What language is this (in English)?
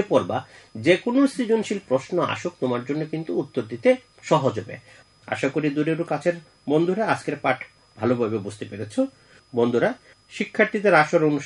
Bangla